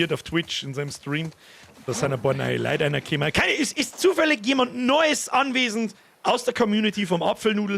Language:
Bavarian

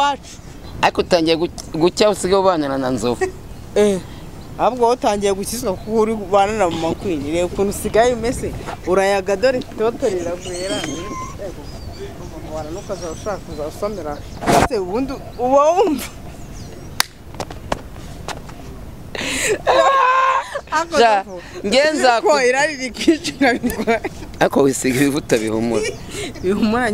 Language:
Kinyarwanda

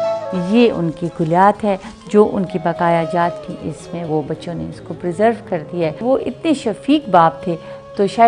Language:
Urdu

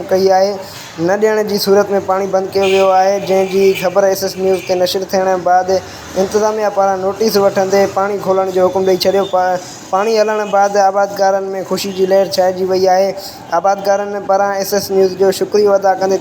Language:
Sindhi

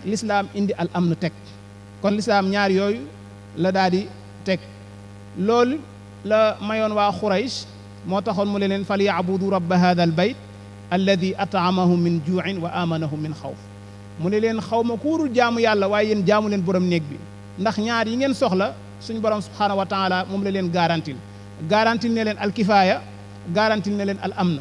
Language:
Wolof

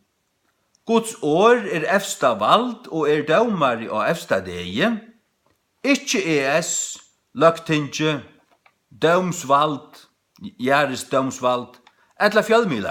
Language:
Faroese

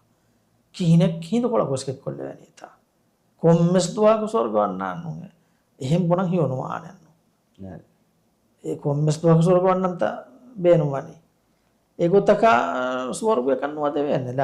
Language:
Divehi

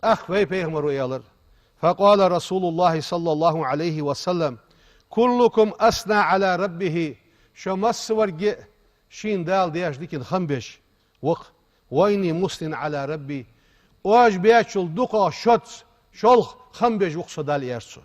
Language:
Ingush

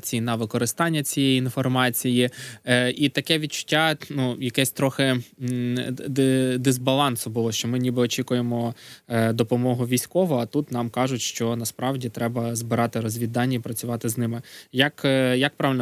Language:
Ukrainian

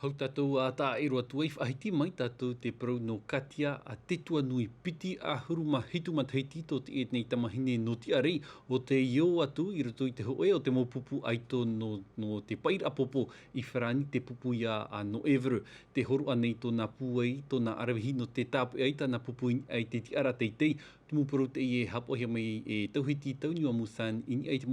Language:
Tahitian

